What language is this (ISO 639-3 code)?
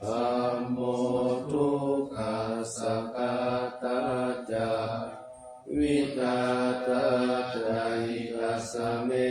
pli